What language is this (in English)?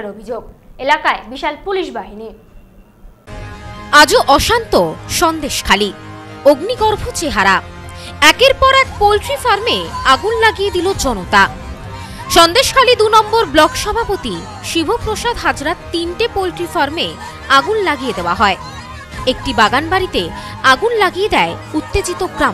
Bangla